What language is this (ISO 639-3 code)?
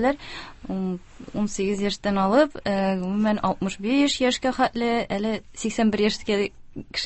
tat